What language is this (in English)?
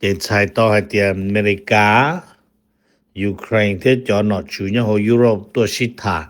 Hmong